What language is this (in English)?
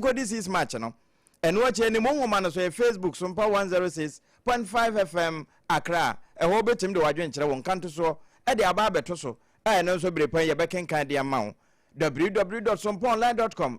Akan